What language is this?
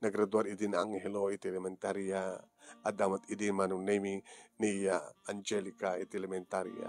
Iloko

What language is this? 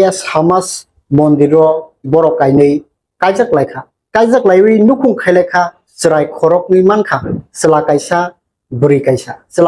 Kok Borok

